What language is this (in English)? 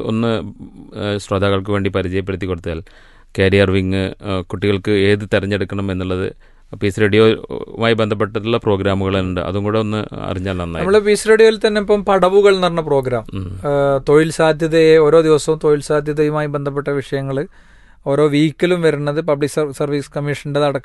Malayalam